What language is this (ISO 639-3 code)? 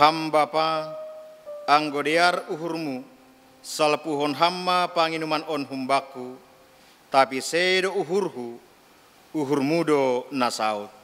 bts